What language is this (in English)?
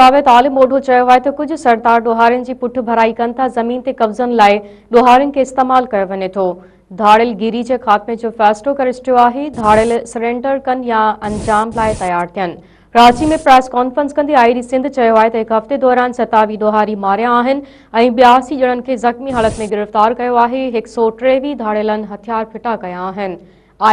Sindhi